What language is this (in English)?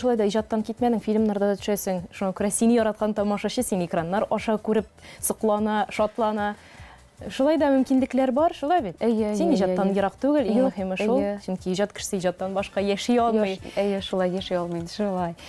Tatar